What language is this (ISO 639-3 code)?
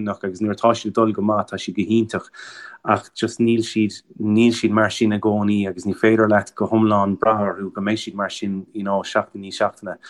gle